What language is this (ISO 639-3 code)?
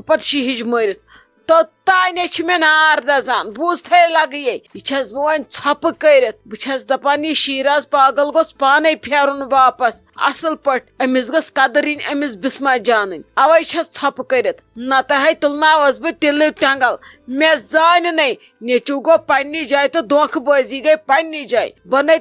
kas